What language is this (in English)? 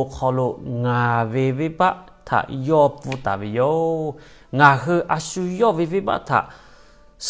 Lahu